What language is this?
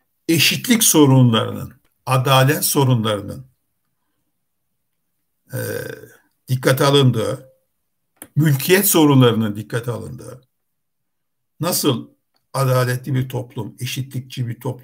Turkish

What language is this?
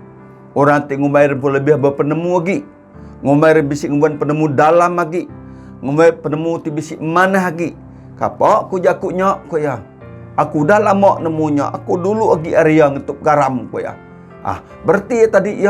Iban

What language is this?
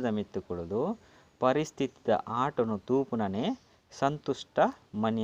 Tulu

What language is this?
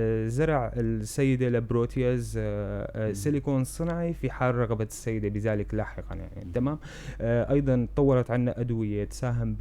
North Levantine Arabic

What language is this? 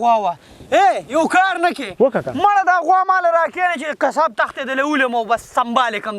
Pashto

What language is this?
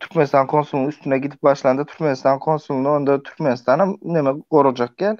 Turkmen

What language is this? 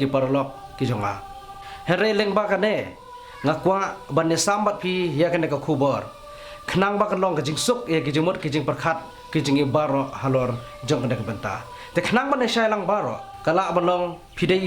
Khasi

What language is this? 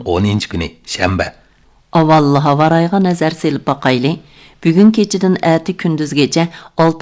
Uyghur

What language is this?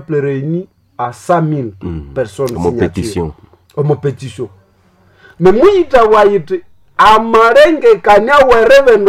Nande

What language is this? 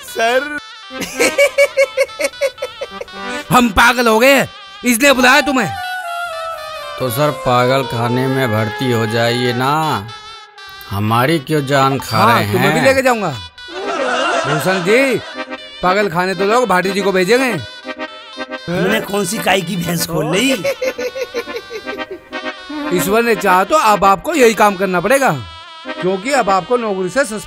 Hindi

